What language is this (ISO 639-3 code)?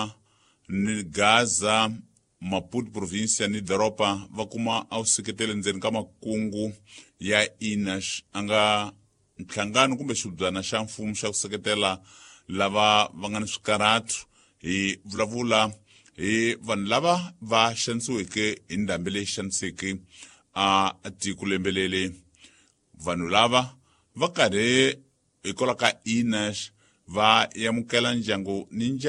tso